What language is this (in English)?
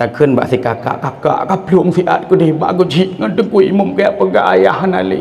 Achinese